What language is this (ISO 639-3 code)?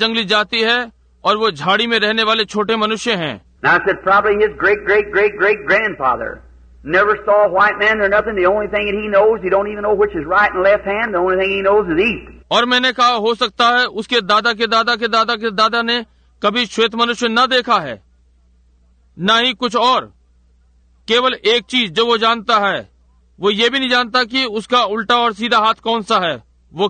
hin